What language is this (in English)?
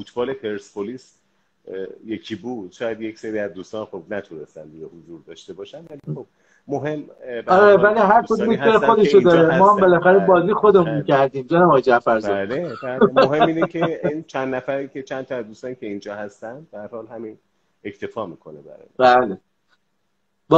Persian